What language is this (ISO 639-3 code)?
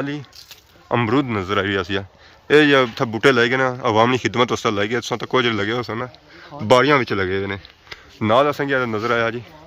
phr